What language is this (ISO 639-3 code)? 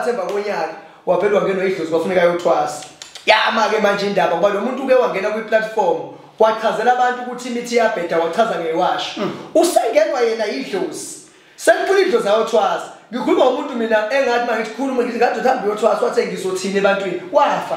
zul